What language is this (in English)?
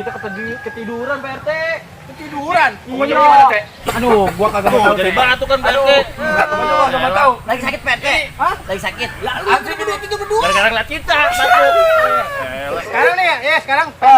Betawi